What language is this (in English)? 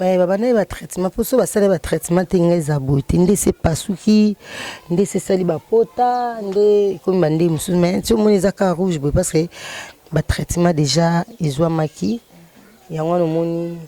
Lingala